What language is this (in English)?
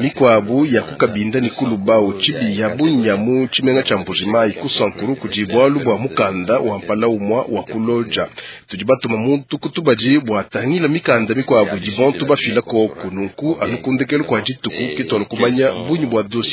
Luba-Lulua